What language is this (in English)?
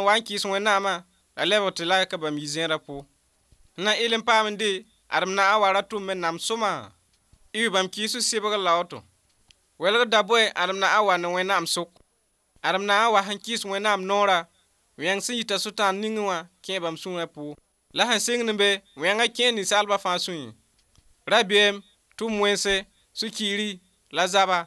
Mossi